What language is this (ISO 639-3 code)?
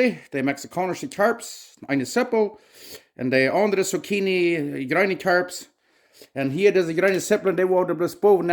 pdt